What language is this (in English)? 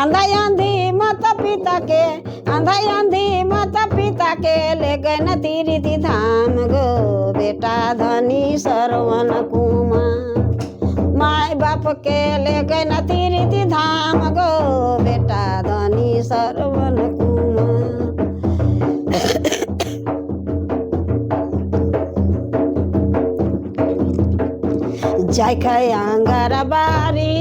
Sadri